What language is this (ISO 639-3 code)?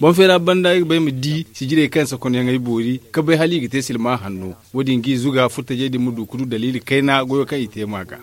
dje